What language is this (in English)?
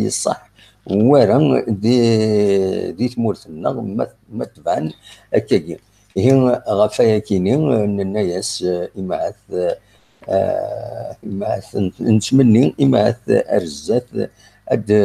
Kabyle